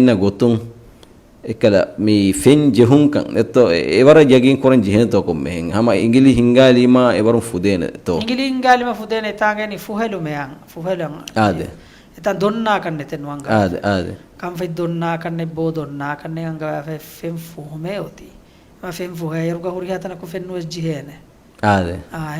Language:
Divehi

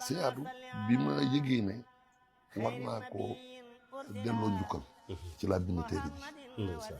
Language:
Wolof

